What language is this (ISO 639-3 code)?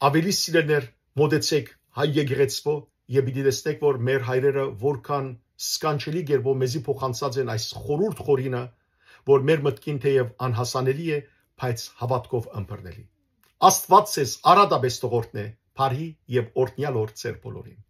hyw